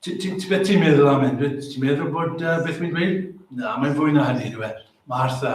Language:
Welsh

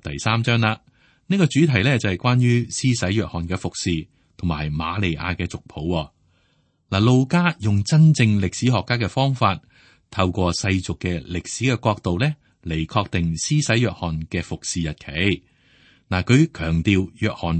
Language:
Cantonese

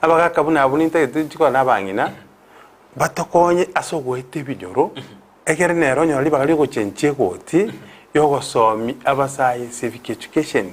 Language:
Gusii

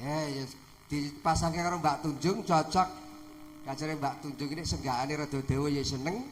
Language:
Javanese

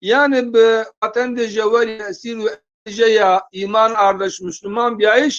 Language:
Zaza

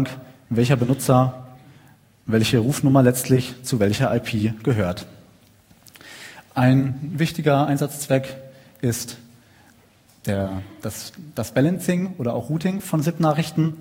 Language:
German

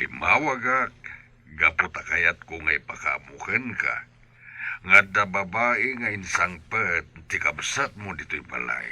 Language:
Iloko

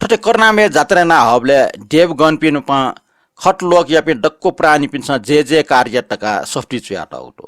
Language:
Newari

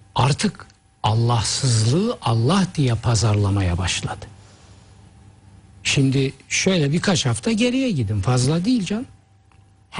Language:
Turkish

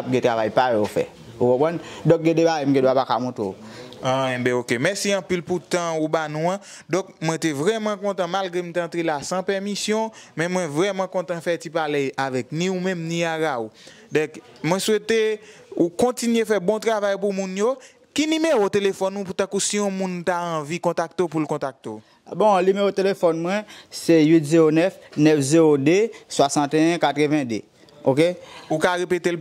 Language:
Haitian Creole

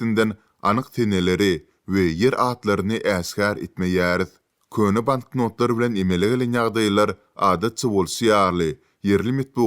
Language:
Turkmen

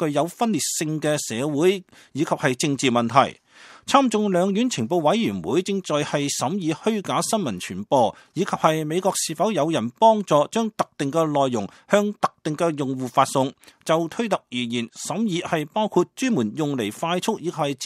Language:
Cantonese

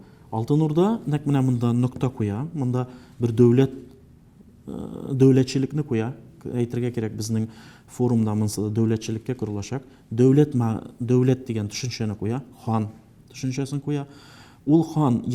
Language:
Tatar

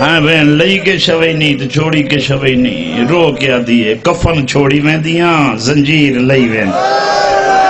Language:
Saraiki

